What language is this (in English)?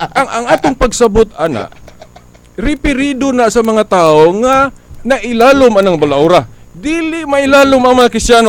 Cebuano